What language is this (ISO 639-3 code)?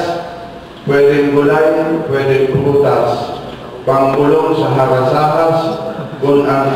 bik